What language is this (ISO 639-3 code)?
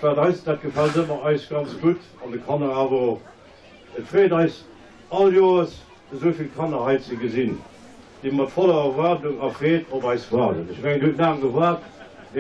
ltz